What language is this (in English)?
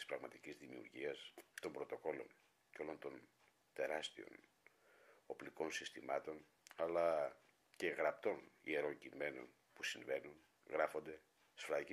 Greek